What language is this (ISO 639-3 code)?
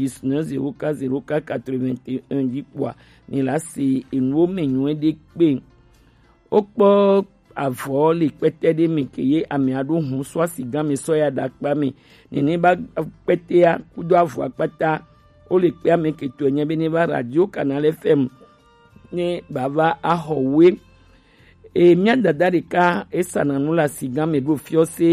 gej